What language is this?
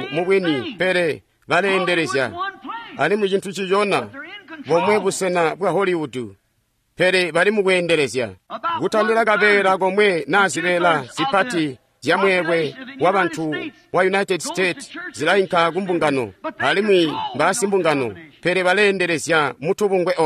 Tonga (Zambia)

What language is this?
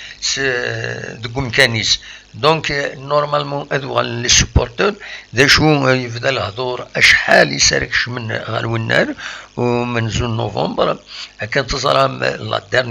Kabyle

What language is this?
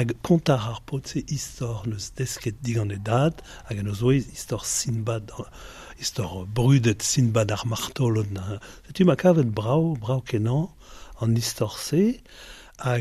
Breton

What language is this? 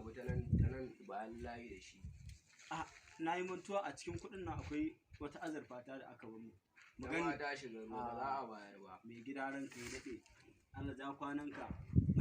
Hausa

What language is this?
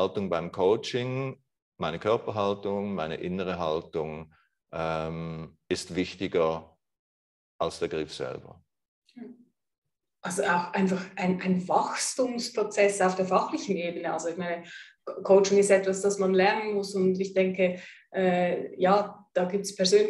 German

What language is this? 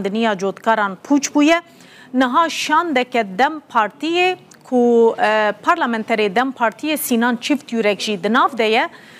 Kurdish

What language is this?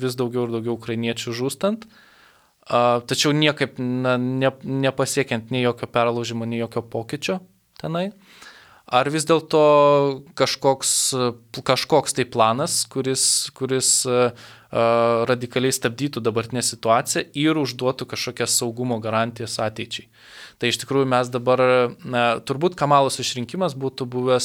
Lithuanian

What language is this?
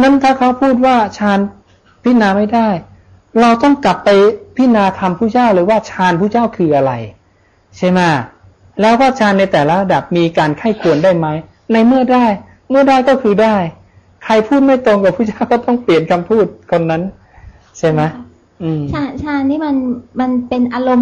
Thai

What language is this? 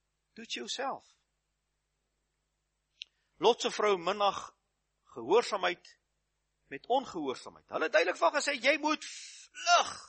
Afrikaans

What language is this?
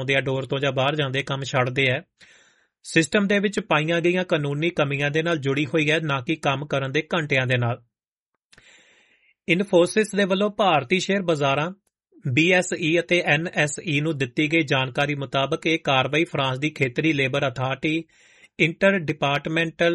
Punjabi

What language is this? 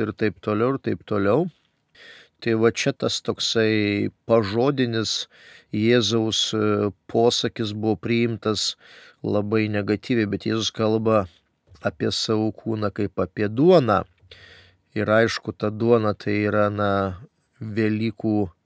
Lithuanian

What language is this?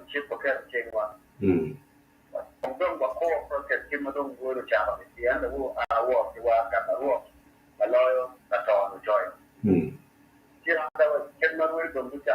Acoli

